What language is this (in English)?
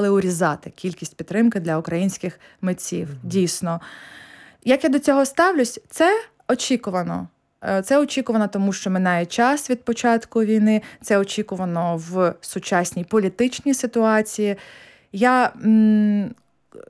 Ukrainian